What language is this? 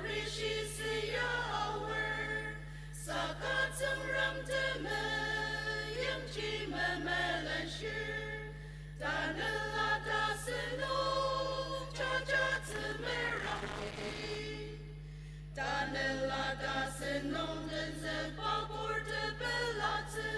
Ao Naga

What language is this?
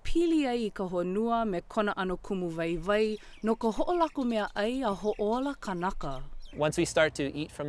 Hawaiian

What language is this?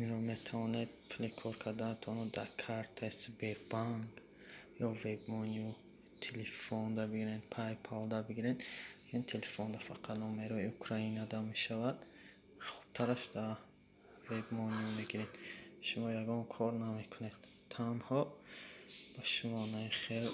Tajik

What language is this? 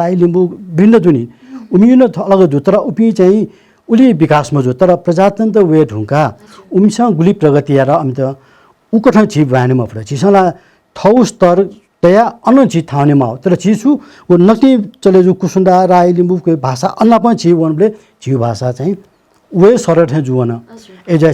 Newari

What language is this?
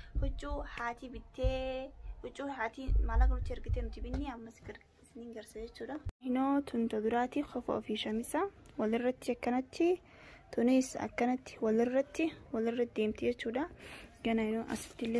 Oromo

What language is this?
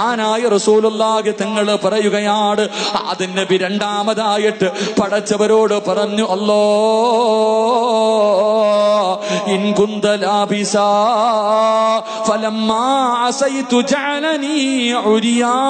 Malayalam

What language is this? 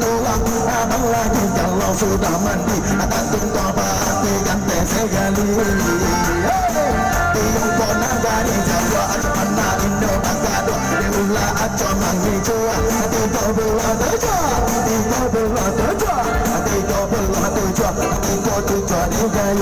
Minangkabau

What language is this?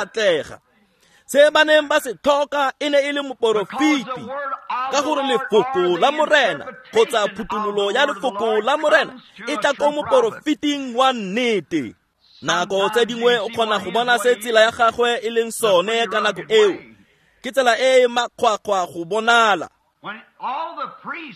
Tswana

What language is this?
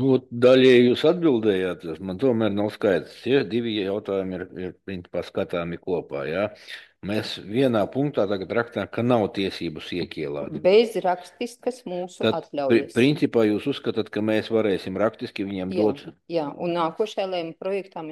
Latvian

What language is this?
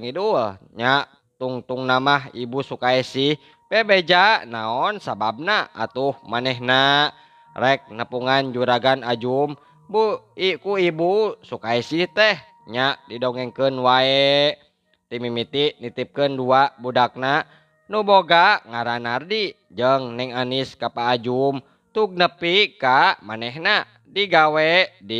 Sundanese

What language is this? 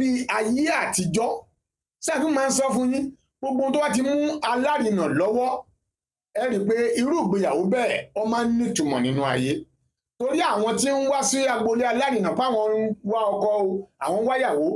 Yoruba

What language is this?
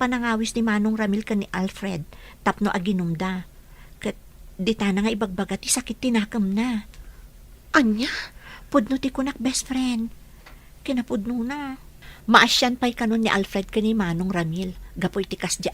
Iloko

